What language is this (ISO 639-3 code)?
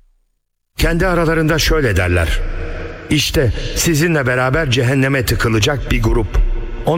tur